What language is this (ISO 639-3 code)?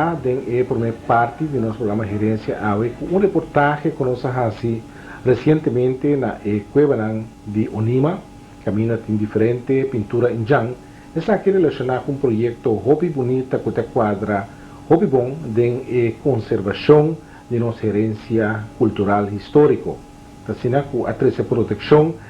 pap